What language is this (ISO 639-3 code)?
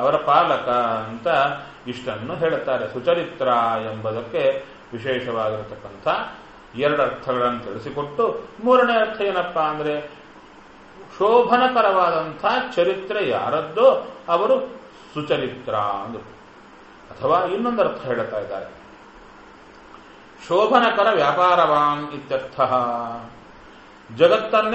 kan